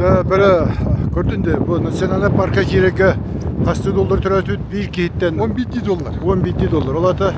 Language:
Yakut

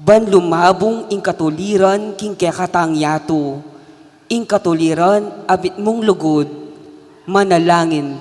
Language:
Pampanga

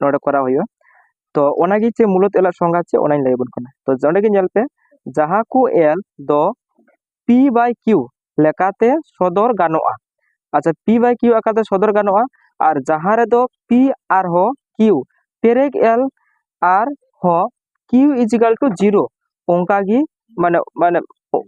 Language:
Santali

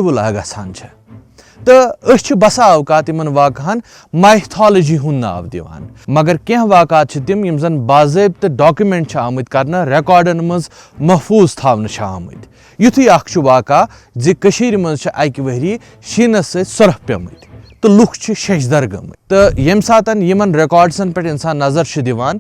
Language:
Kashmiri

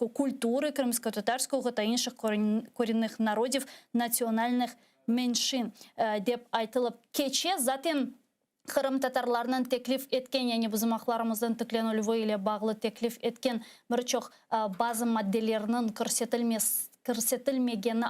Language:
Crimean Tatar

